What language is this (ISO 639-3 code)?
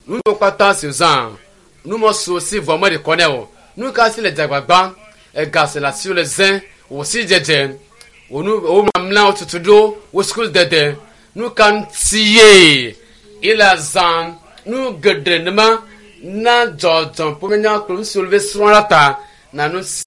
ewe